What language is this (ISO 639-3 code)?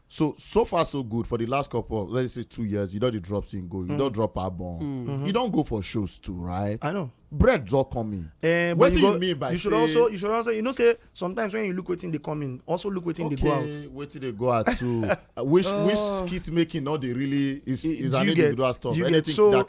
pcm